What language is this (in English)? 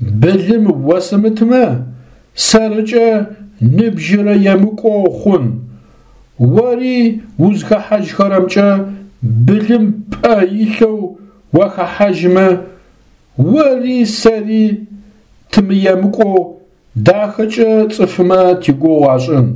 Adyghe